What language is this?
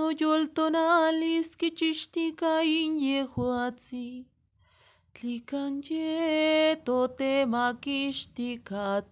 Eastern Huasteca Nahuatl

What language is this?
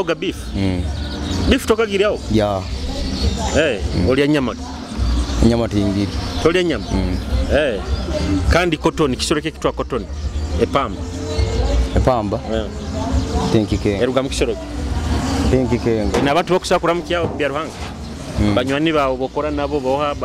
Nyoro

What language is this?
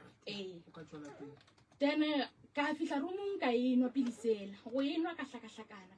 Northern Sotho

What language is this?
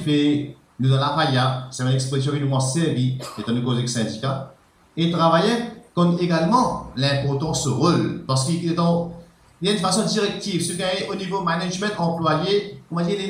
Morisyen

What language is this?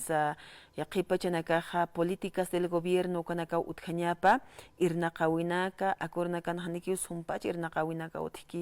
Aymara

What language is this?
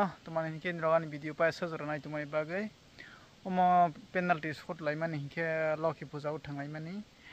Kok Borok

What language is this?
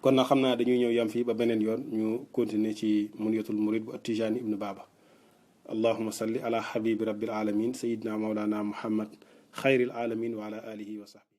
Wolof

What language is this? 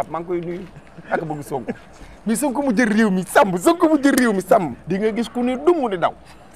Wolof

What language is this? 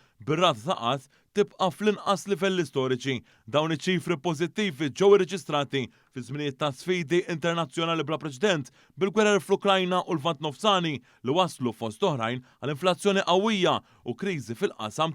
Maltese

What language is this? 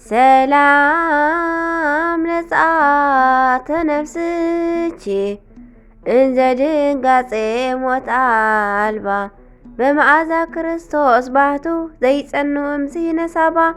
Tigrinya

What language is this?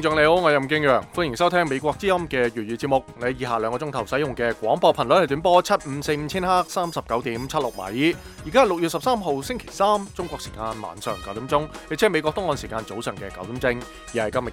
Cantonese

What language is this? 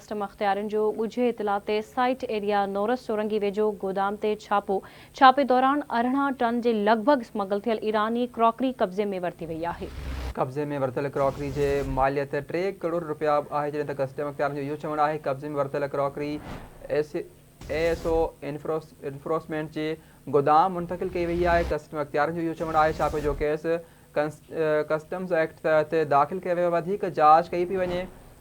Sindhi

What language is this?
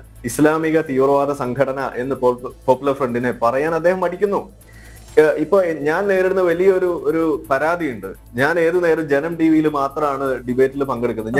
Malayalam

